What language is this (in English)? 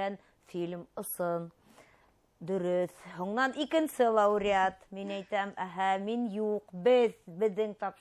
Bashkir